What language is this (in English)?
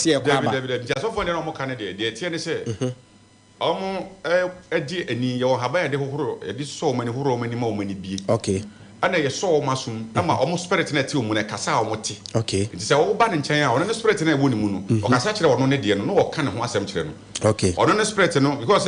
Akan